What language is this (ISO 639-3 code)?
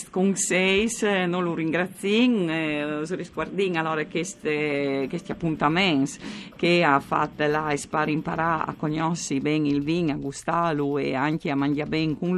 fur